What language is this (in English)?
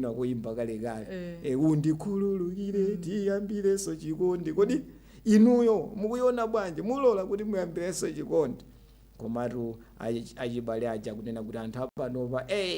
Nyanja